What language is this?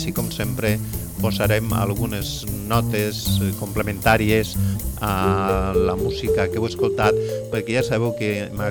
Catalan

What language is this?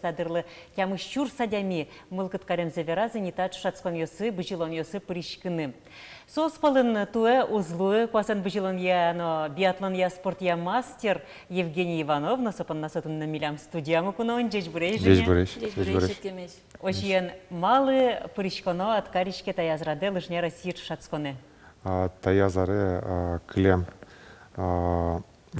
Udmurt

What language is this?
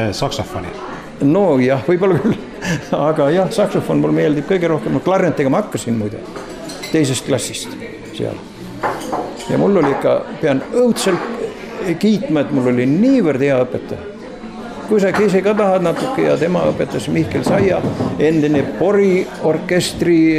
Estonian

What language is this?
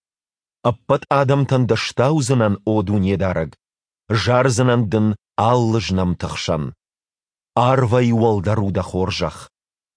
Ossetic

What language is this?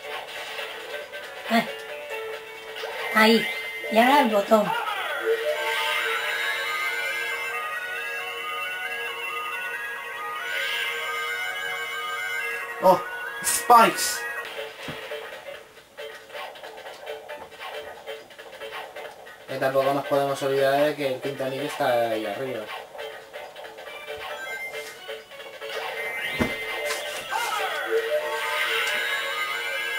Spanish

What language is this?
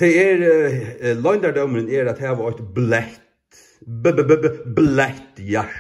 Faroese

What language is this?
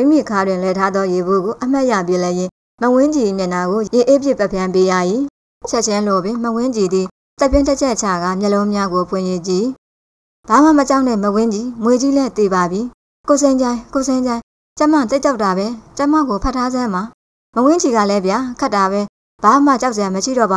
Burmese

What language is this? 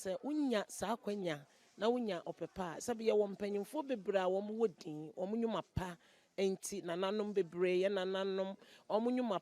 Akan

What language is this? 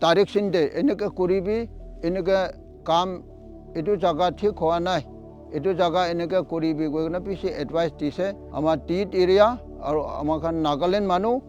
Naga Pidgin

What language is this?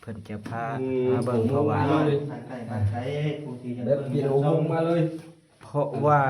Lao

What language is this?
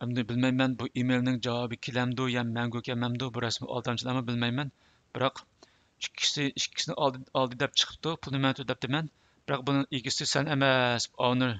Uyghur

